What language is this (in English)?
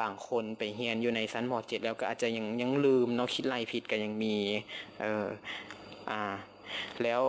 Lao